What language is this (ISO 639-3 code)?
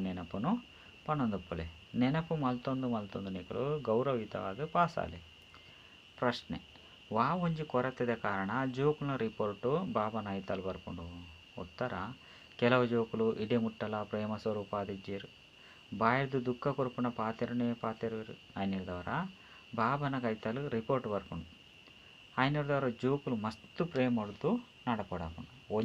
tcy